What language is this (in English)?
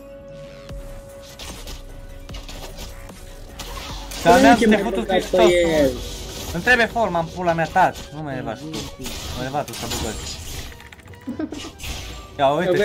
Romanian